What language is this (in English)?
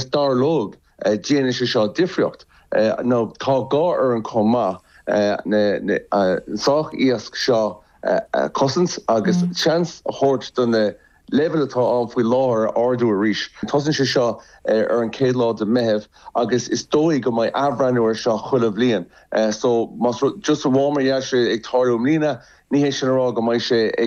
Irish